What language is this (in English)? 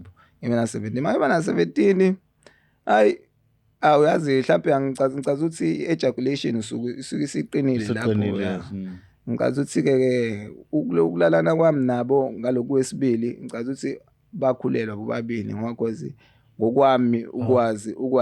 Zulu